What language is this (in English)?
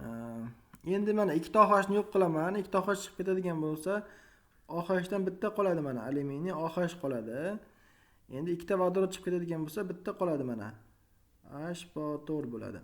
Uzbek